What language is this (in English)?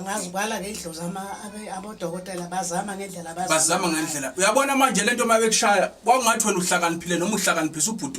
Zulu